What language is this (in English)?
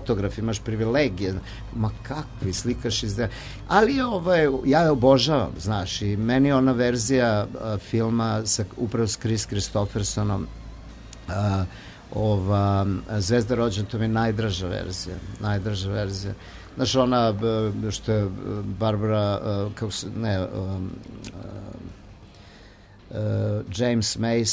Serbian